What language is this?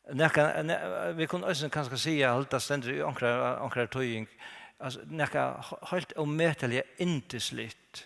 Faroese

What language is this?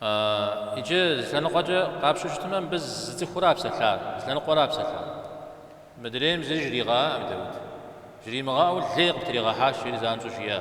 Kabardian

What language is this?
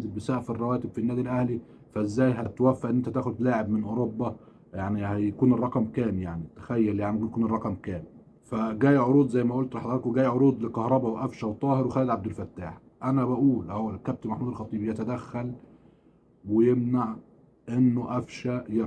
Egyptian Arabic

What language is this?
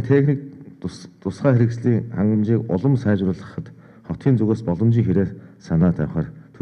Mongolian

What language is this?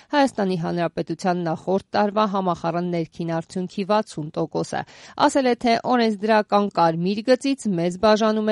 Armenian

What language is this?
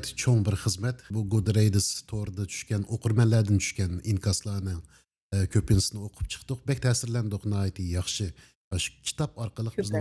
Uyghur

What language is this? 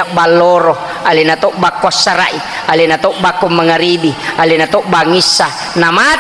Buginese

